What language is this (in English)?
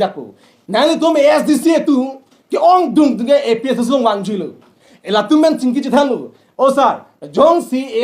Karbi